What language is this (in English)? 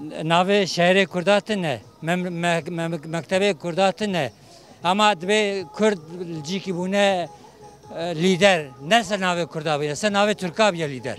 Kurdish